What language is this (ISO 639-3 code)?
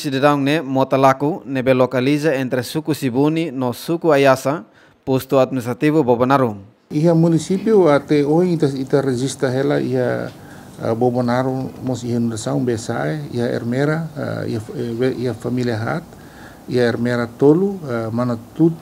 tet